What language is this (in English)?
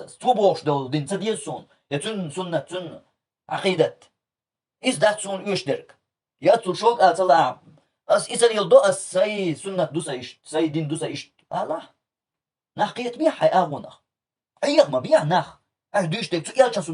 Chechen